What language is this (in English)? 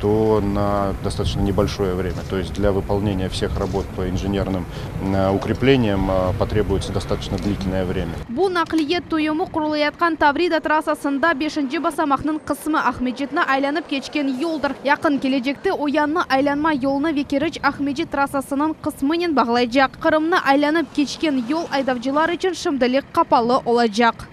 Crimean Tatar